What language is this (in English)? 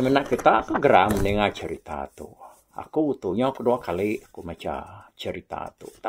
Iban